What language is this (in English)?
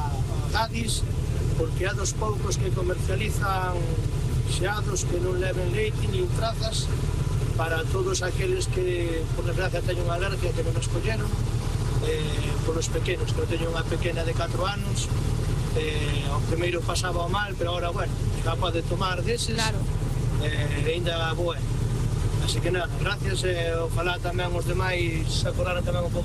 Galician